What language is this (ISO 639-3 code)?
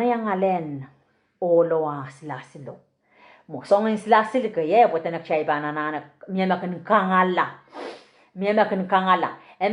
pon